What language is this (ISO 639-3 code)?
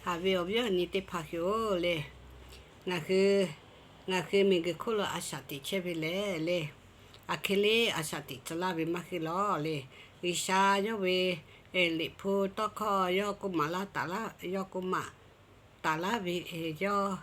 lhu